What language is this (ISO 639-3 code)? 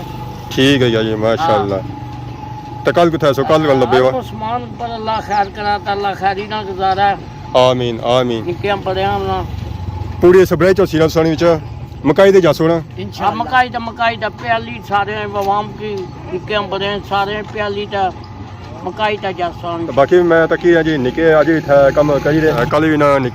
phr